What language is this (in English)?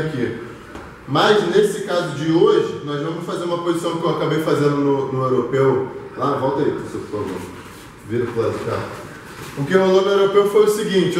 Portuguese